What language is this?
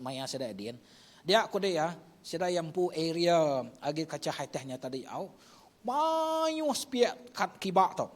Iban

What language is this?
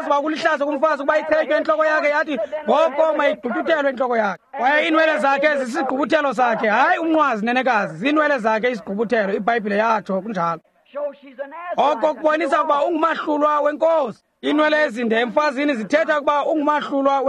Xhosa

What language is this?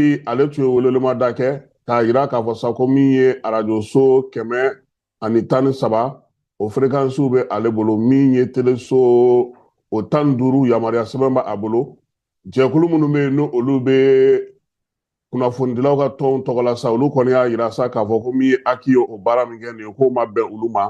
Bambara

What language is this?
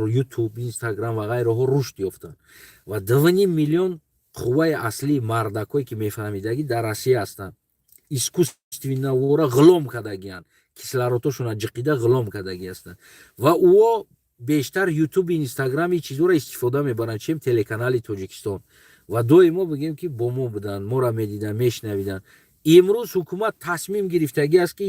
Tajik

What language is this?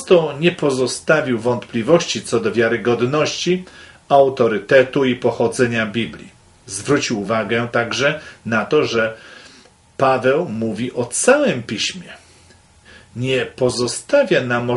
Polish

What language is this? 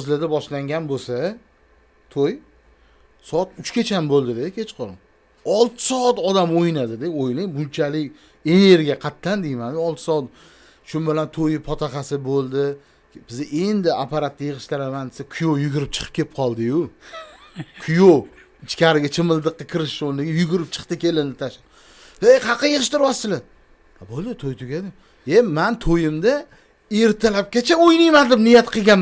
Uzbek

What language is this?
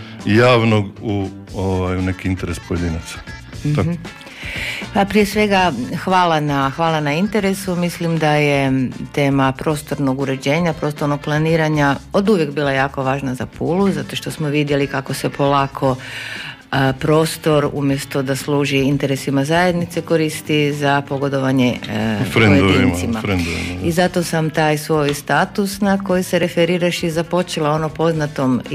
Croatian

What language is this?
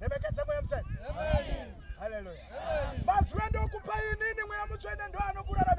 Shona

